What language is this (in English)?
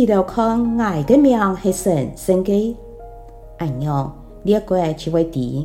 Hakka Chinese